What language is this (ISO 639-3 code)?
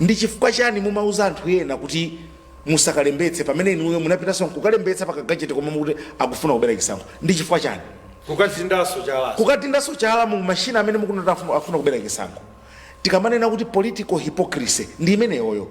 nya